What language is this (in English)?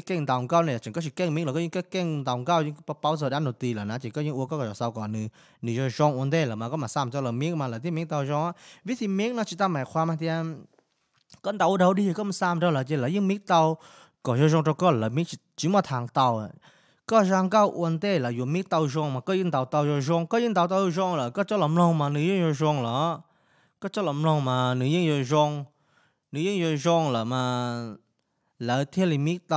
Hmong